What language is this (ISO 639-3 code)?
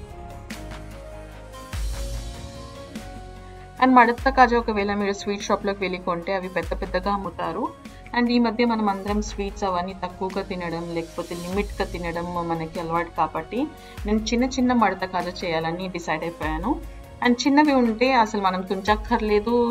tel